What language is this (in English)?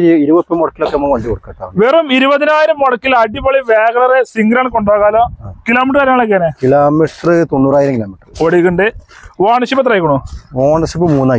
Malayalam